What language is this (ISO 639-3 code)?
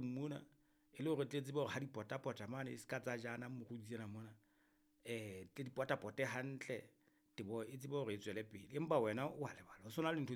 sot